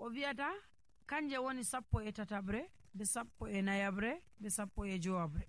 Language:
Nigerian Fulfulde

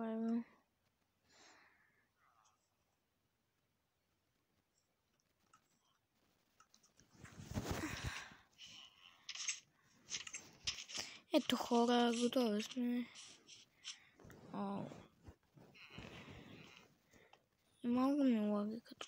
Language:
Bulgarian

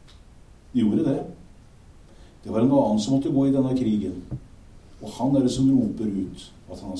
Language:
Norwegian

